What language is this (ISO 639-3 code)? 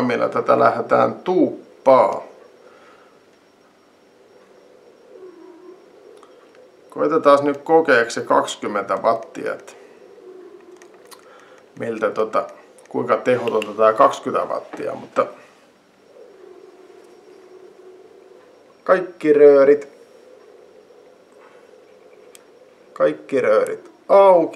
fin